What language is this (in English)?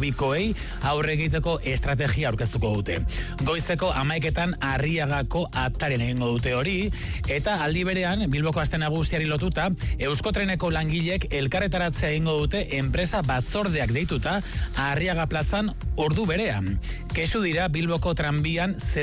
Basque